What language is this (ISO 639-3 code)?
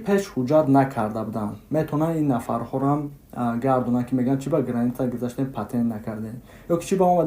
tgk